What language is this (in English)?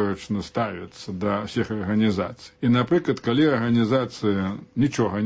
Belarusian